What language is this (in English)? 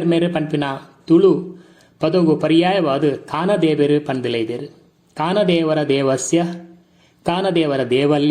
Tulu